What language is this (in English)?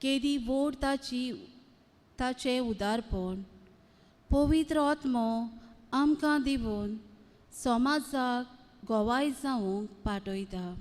Konkani